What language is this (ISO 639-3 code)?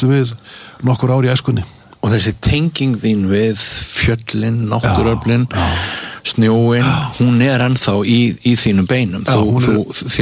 isl